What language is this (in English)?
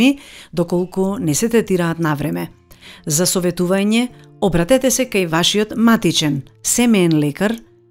Macedonian